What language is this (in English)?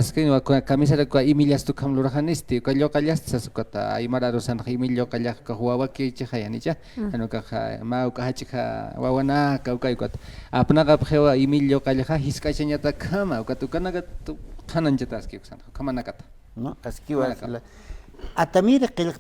Aymara